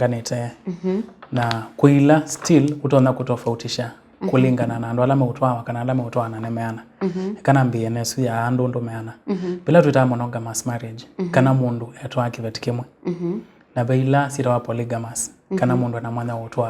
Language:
Kamba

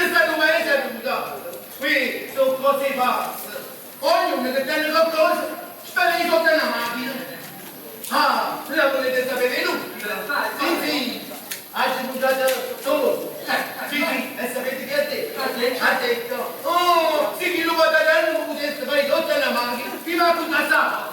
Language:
Neapolitan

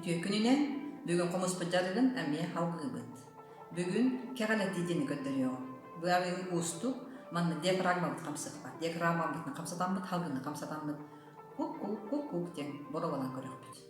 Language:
Yakut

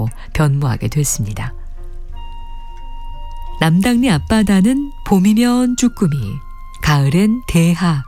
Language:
Korean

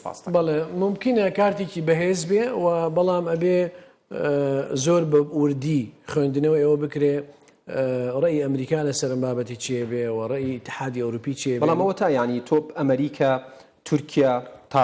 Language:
Central Kurdish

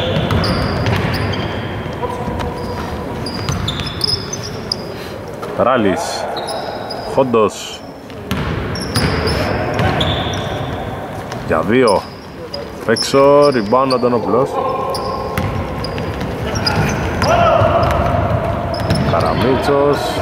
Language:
Greek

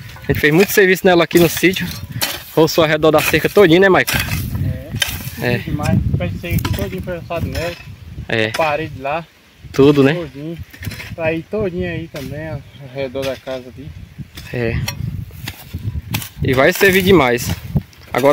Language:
Portuguese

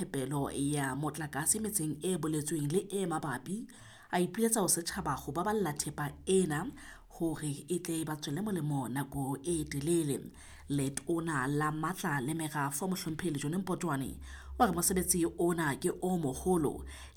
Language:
Southern Sotho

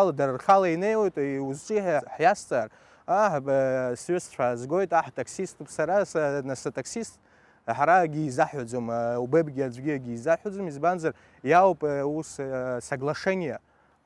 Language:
Abkhazian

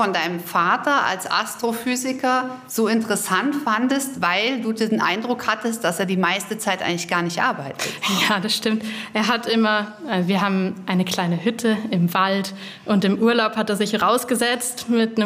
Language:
German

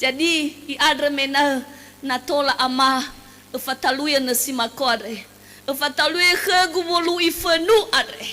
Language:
Nias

